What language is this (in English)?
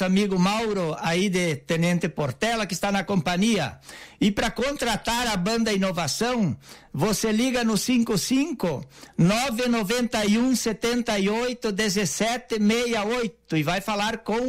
Portuguese